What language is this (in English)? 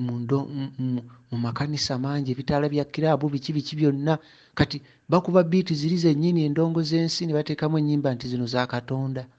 Ganda